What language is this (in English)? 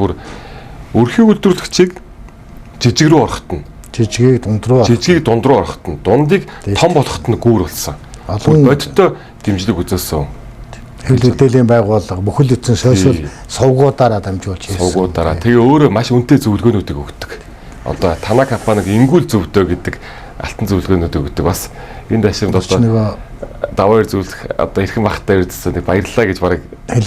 Mongolian